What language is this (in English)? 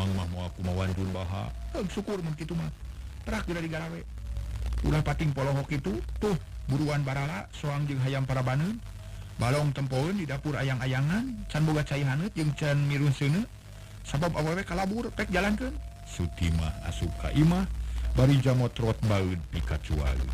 Sundanese